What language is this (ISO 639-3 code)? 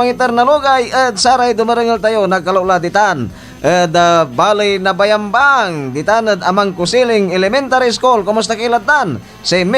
pag